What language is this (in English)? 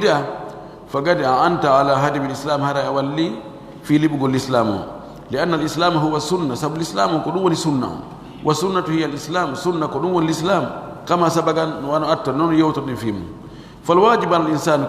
Pular